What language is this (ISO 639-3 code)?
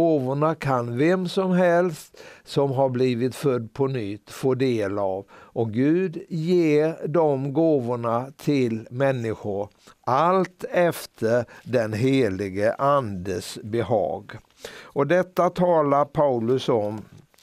swe